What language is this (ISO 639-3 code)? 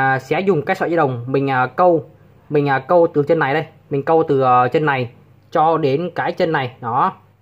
vie